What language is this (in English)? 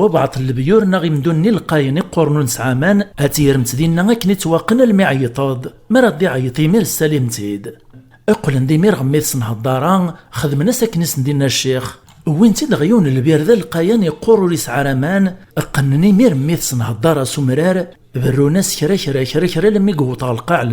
Kabyle